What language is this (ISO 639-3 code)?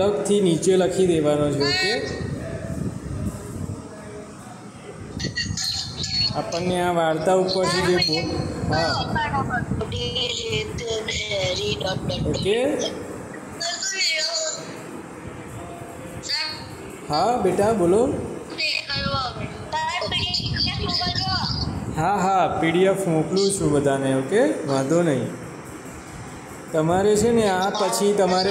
guj